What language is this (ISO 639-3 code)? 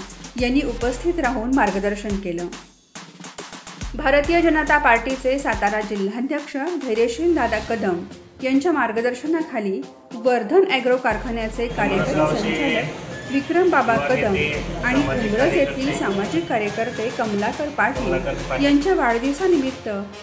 mar